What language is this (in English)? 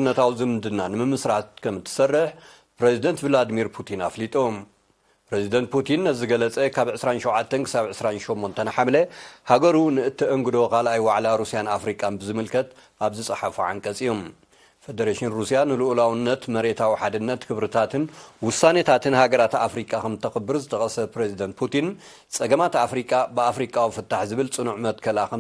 Tigrinya